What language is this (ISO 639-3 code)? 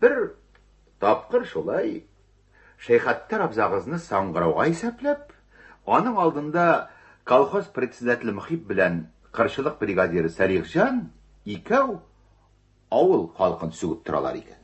tat